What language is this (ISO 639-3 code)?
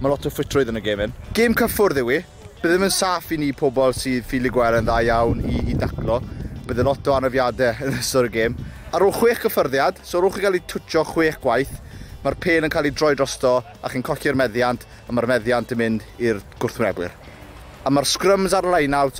cym